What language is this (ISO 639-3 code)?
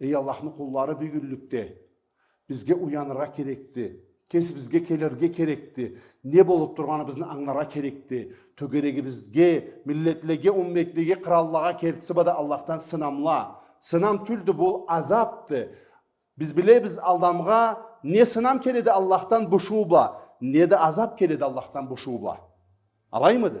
krc